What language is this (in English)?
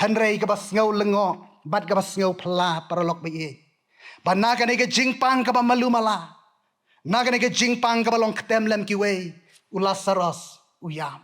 Khasi